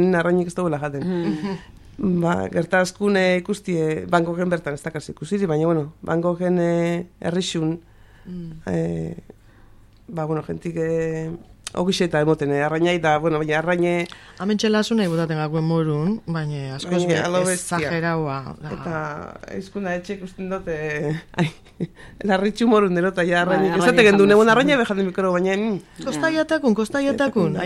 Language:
Basque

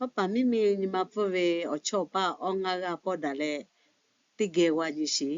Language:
Lahu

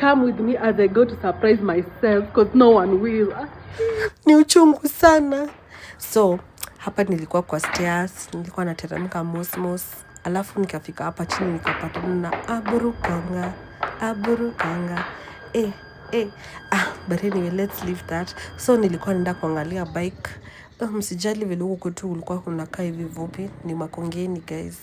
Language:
Swahili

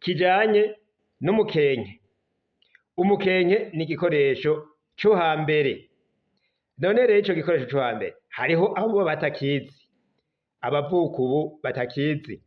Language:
Rundi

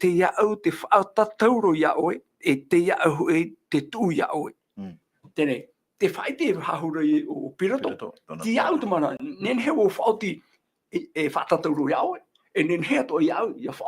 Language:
Tahitian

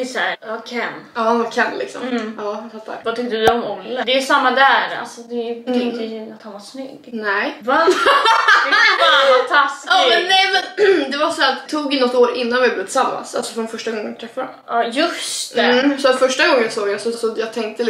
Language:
Swedish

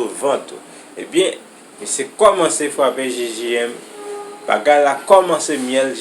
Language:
Haitian Creole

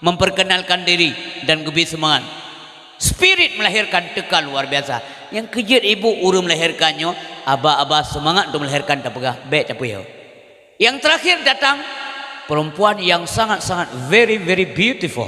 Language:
Achinese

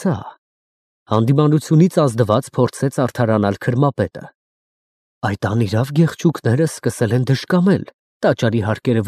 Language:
Armenian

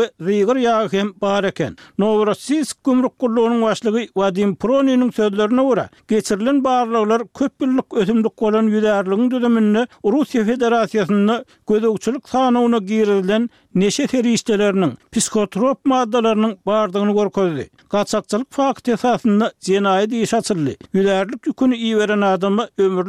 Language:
Turkmen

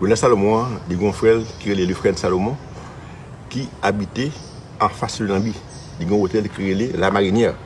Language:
Haitian Creole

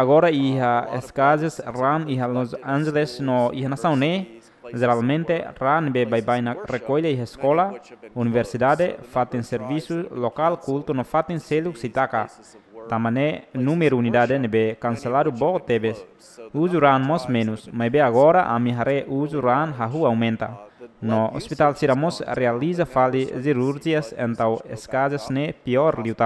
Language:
Tetum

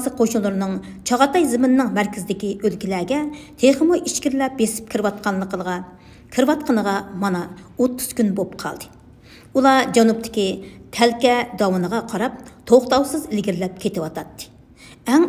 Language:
Uyghur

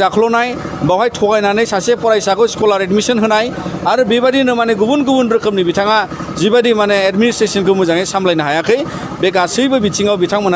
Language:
Bodo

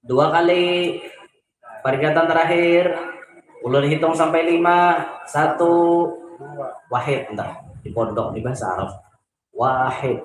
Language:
Banjar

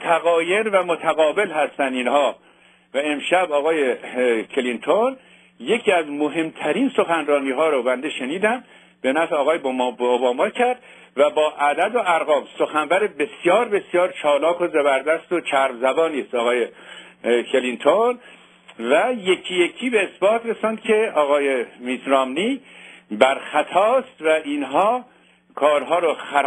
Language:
Persian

